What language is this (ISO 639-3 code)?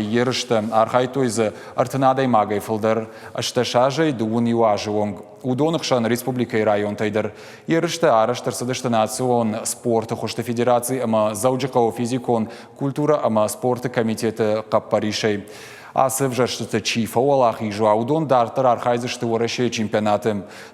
oss